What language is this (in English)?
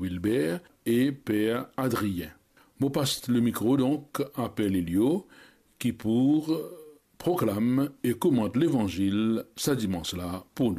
Morisyen